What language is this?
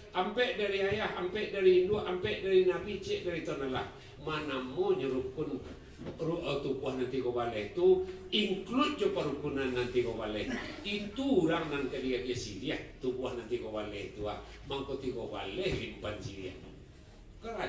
Minangkabau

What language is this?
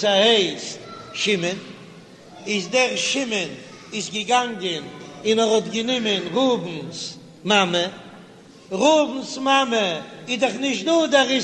Yiddish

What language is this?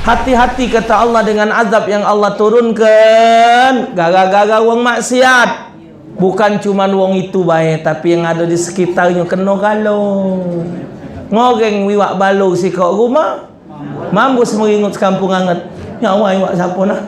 Musi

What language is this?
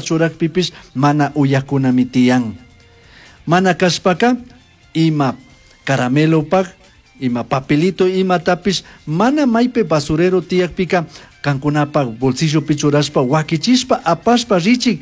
Chimborazo Highland Quichua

